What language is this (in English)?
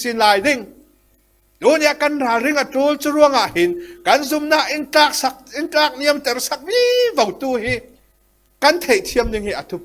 Falam Chin